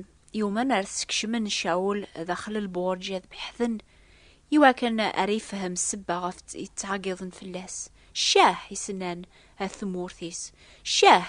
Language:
Kabyle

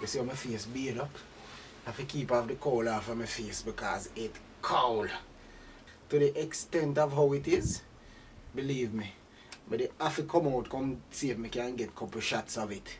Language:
Jamaican Creole English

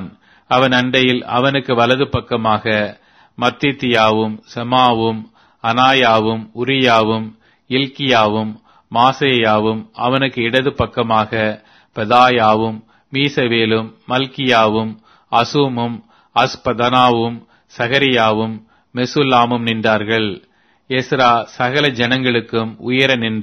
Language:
Tamil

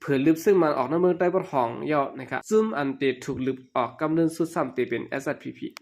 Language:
Shan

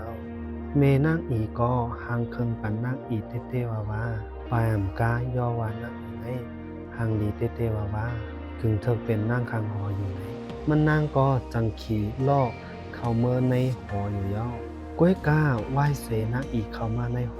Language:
Shan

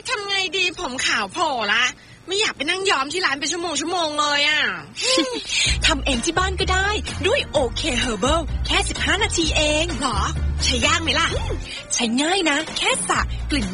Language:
Thai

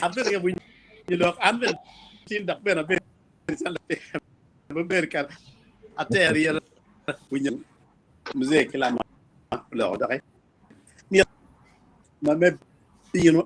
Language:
Acoli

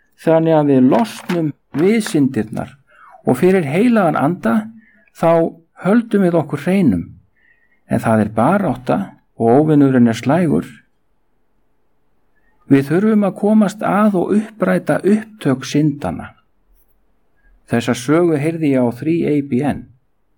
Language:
Icelandic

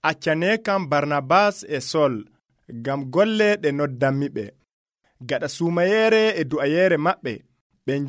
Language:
Nigerian Fulfulde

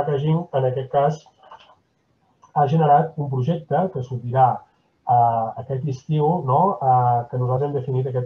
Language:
Catalan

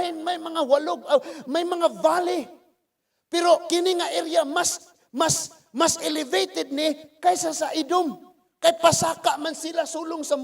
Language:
Cebuano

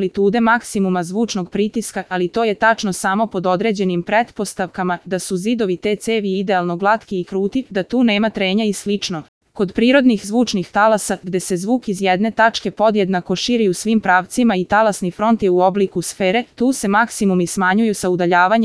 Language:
Serbian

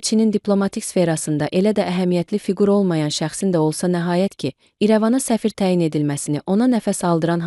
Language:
Azerbaijani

